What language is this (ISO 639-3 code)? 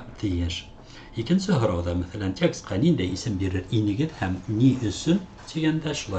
bak